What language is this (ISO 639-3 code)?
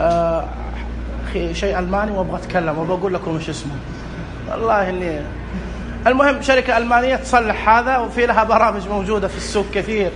ars